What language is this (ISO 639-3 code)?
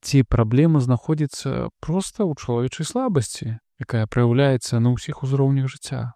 bel